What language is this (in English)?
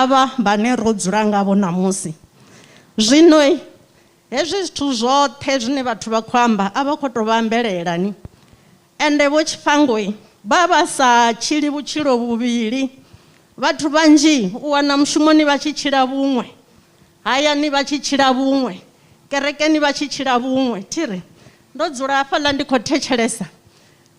Venda